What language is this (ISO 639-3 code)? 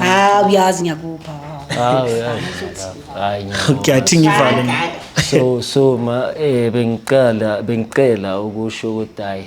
zul